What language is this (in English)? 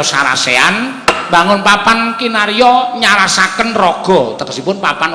Javanese